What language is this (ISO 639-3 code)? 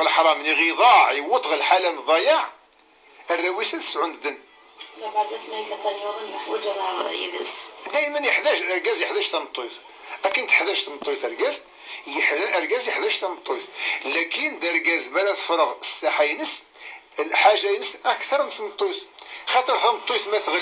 kab